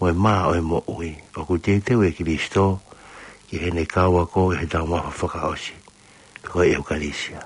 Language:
Tongan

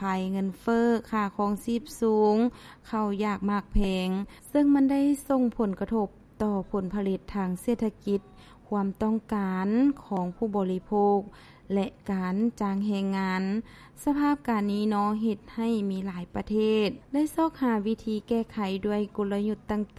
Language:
Lao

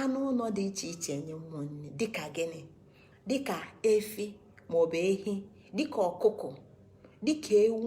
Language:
Igbo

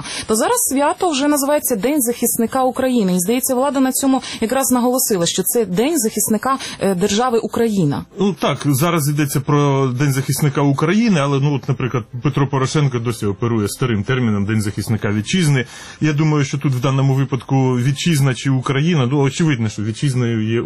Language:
Ukrainian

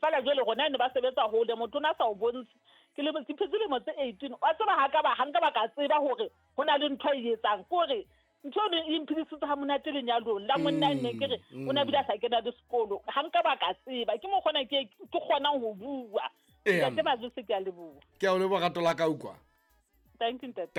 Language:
Southern Sotho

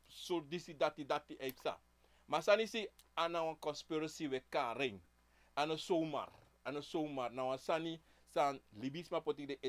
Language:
Sranan Tongo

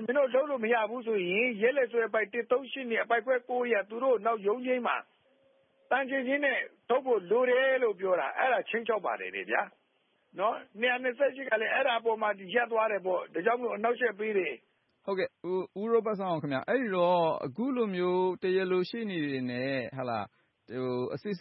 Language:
Burmese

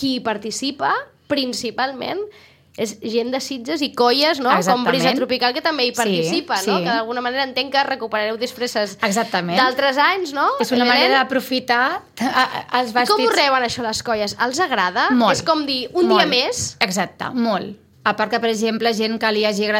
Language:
Catalan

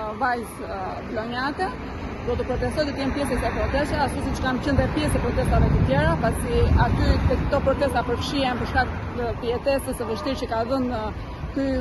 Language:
Albanian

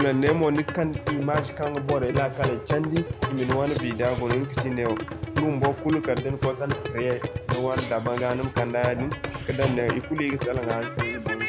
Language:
Zarma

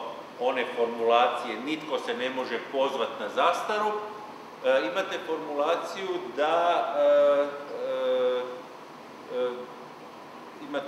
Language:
Croatian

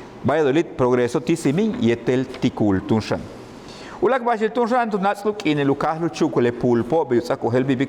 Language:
Yucateco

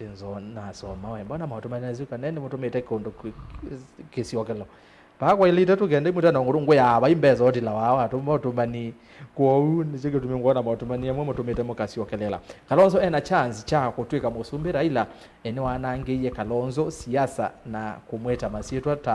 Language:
Kamba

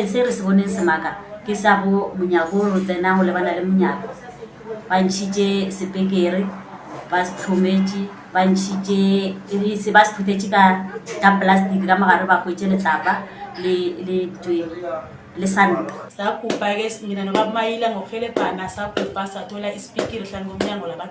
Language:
Northern Sotho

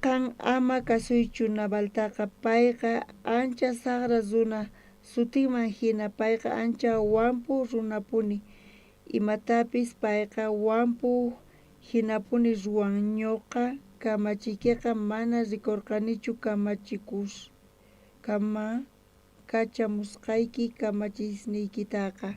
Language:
South Bolivian Quechua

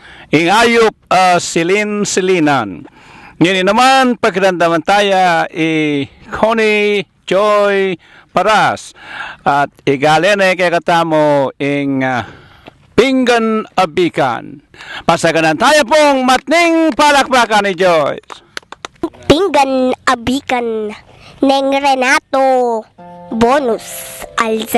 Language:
Pampanga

